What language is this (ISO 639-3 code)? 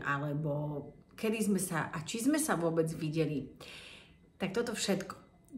slk